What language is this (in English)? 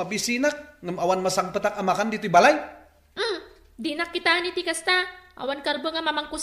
Iloko